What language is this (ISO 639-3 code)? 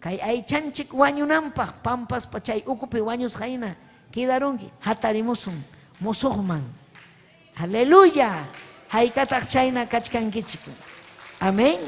quy